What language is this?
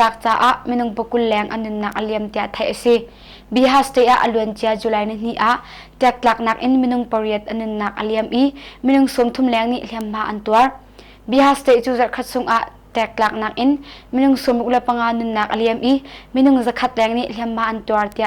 Hakha Chin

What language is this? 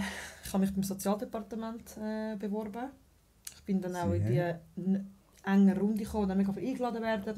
Swiss German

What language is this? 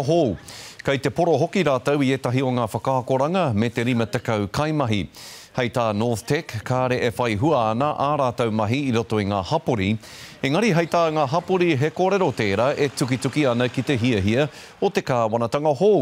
Māori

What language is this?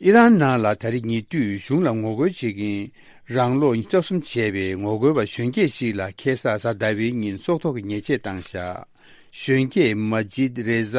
Tibetan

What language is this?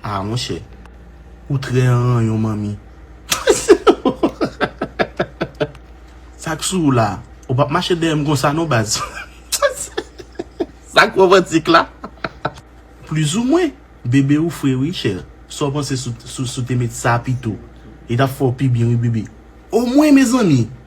Haitian Creole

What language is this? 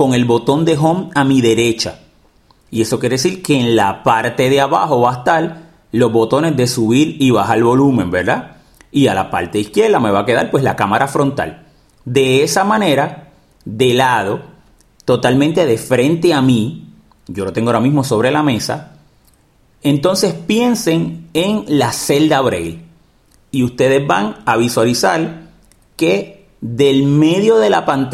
Spanish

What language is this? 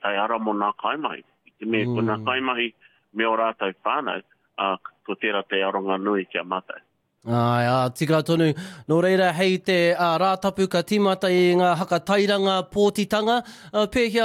Māori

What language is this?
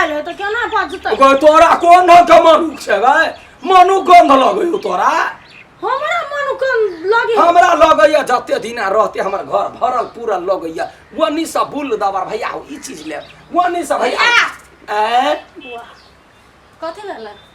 Maithili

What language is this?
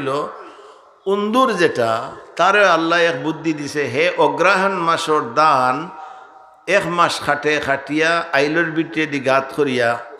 Sylheti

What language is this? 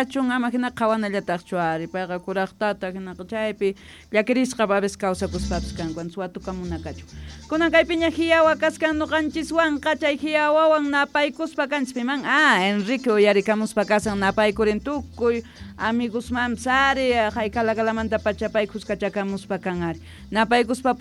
South Bolivian Quechua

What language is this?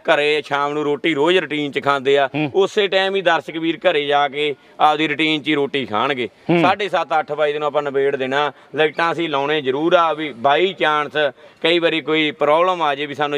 Punjabi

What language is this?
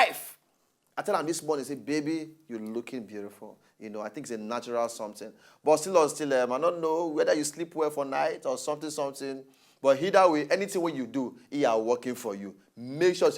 Nigerian Pidgin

